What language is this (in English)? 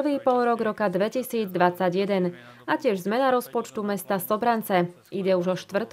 Slovak